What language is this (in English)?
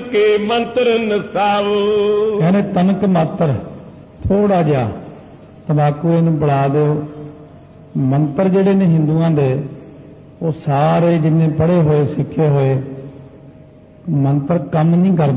Punjabi